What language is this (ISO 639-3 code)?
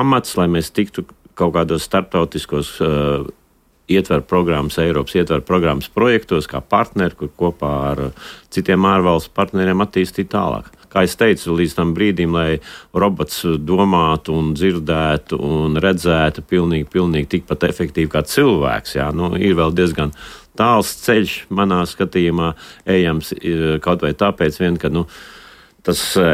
lav